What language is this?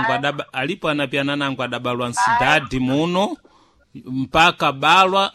Sena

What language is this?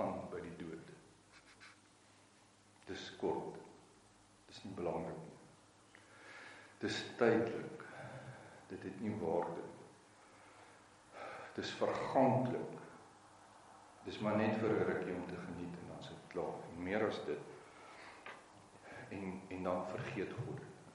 Afrikaans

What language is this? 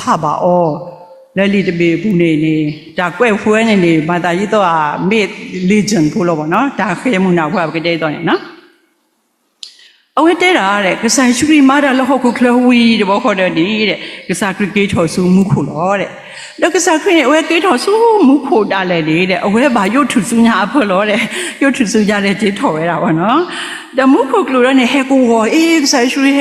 S'gaw Karen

